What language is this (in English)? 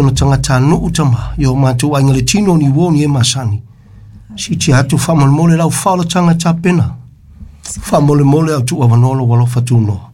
Samoan